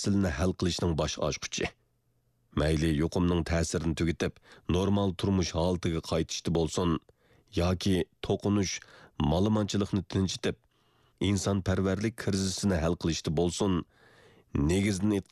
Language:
Uyghur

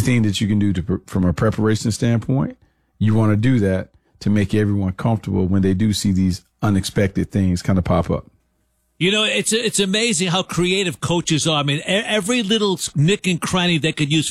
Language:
English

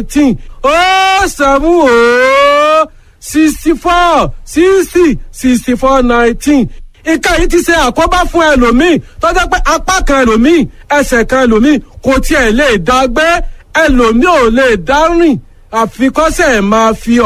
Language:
Yoruba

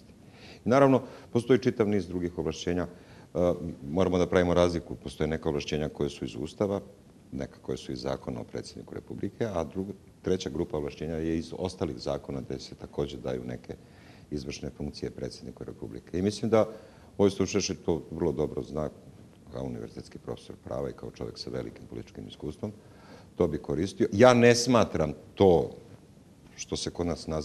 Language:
Serbian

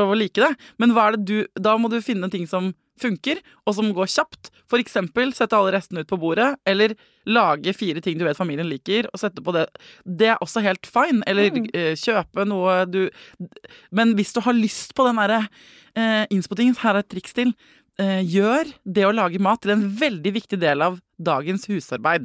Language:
Norwegian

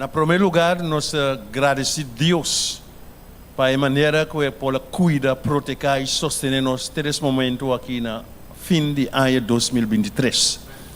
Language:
Papiamento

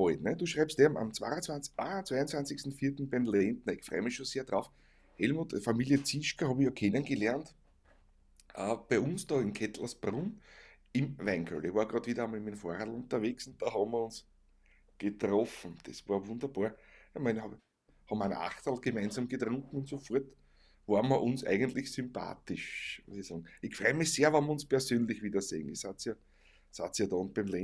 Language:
Bavarian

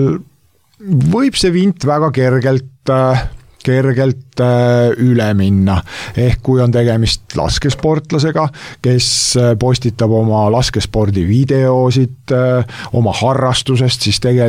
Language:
Estonian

